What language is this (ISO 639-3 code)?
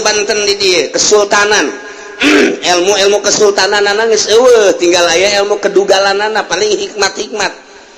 sun